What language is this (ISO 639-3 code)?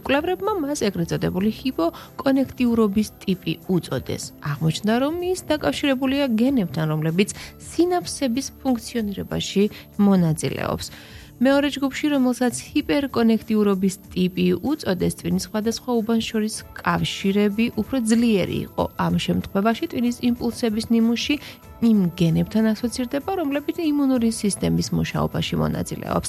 kat